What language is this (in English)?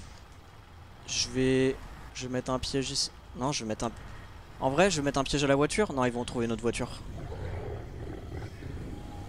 French